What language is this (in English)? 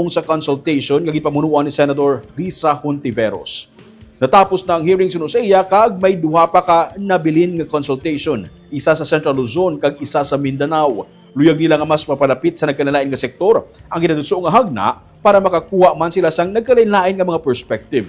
Hiligaynon